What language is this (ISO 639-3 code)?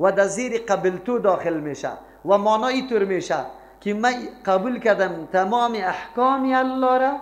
fas